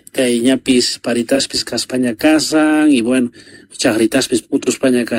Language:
South Bolivian Quechua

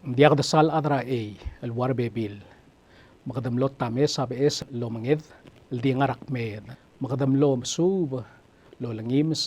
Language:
Palauan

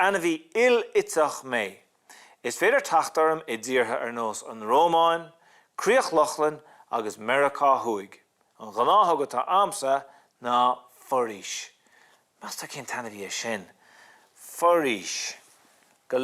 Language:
Irish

